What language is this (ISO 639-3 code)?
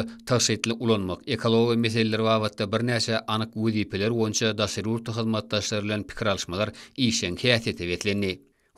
tuk